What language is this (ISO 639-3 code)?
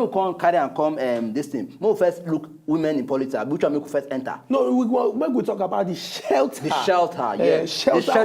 pcm